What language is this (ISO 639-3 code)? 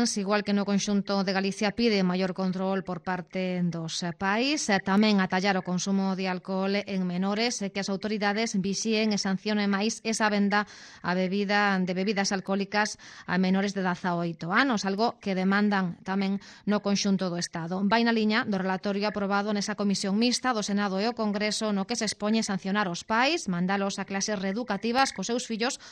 glg